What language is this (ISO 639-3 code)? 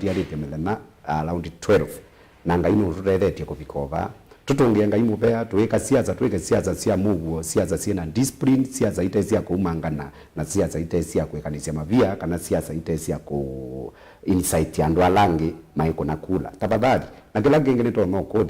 kam